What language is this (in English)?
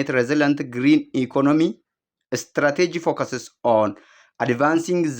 English